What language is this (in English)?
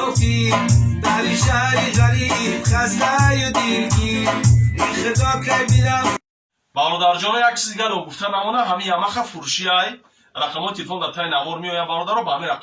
Tajik